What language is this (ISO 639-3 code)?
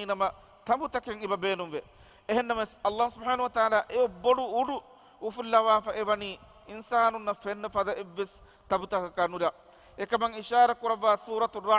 div